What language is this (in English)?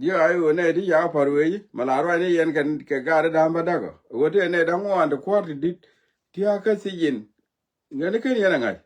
Nuer